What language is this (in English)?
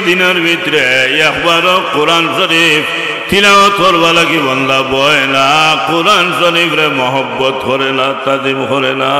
Sylheti